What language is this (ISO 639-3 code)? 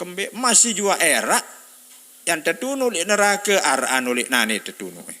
sas